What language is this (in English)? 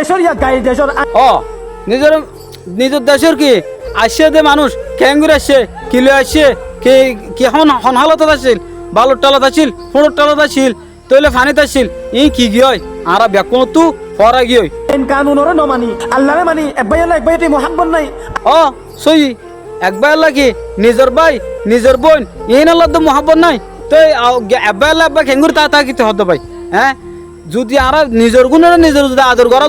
Rohingya